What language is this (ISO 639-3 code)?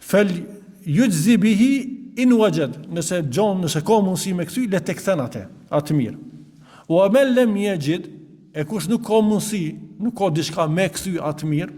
sqi